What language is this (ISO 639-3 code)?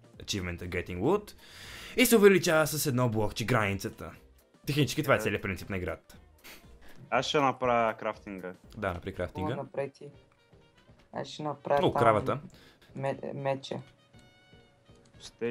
bul